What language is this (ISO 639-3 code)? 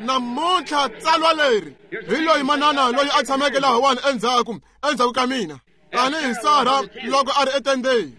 tso